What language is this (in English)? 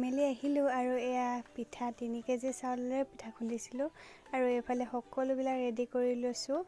Assamese